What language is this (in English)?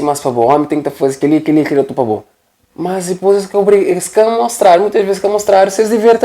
Kabuverdianu